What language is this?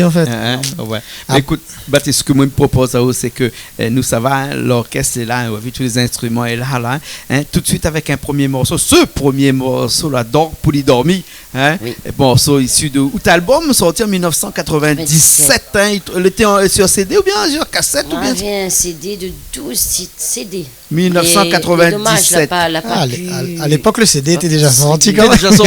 Réunion Creole French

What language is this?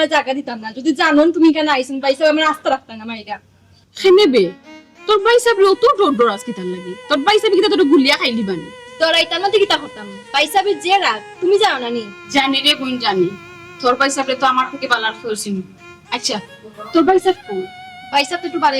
Sylheti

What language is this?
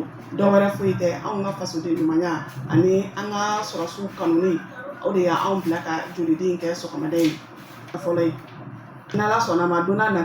Bambara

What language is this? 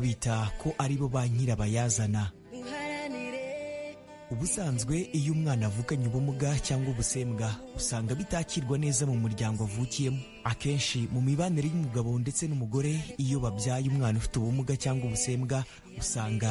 Kinyarwanda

